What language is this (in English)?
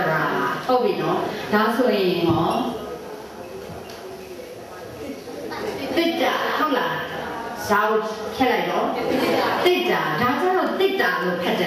Burmese